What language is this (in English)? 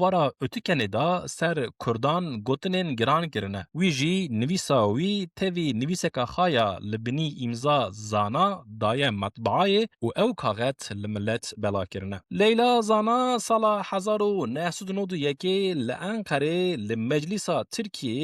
Kurdish